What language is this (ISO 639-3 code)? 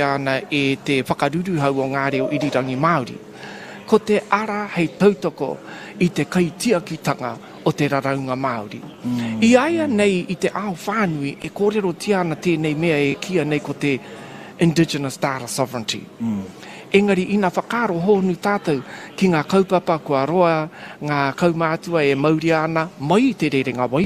mri